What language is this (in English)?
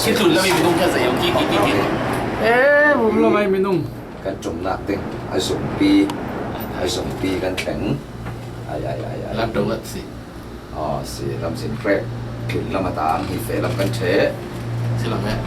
Falam Chin